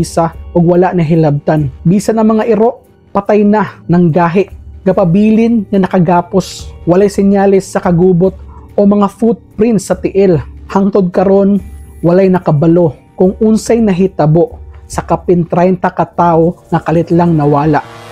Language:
Cebuano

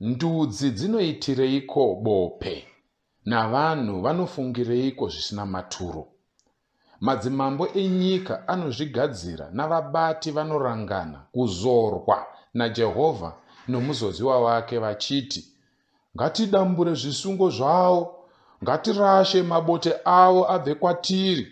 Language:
Shona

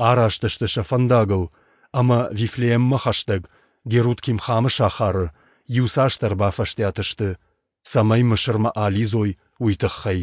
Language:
Ossetic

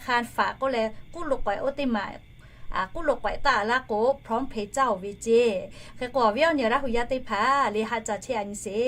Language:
Lahu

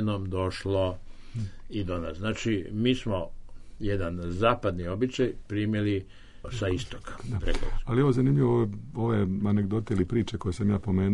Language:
Serbian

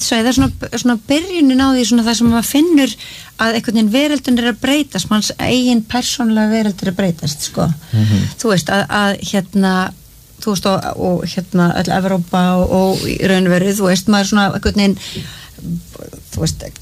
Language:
Icelandic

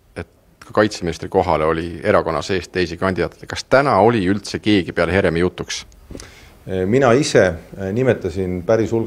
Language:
Estonian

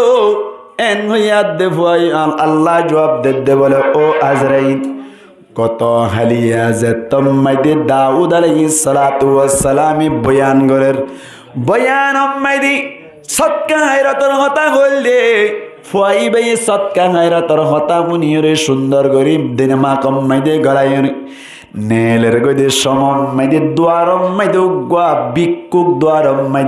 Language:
Rohingya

